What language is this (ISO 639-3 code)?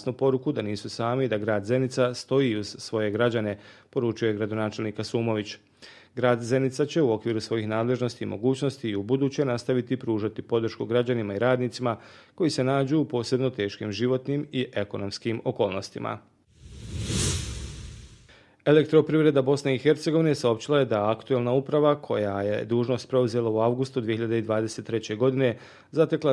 bos